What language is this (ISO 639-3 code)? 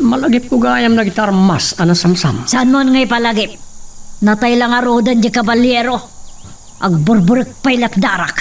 ilo